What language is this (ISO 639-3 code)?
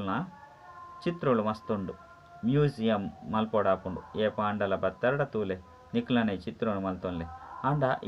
tcy